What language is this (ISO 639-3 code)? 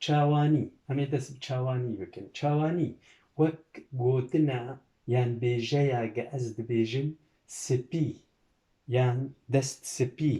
kur